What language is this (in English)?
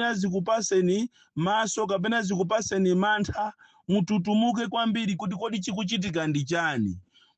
Nyanja